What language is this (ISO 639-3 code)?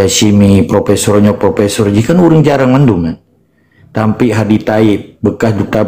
ace